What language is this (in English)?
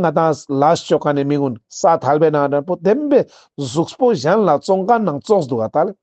Ladakhi